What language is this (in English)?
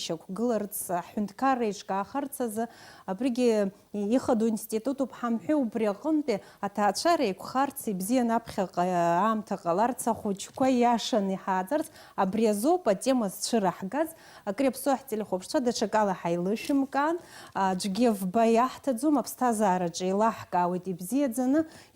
Abkhazian